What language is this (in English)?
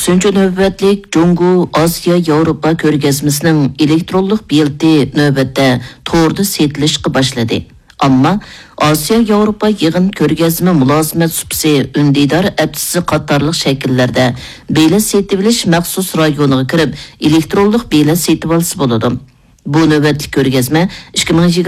Uyghur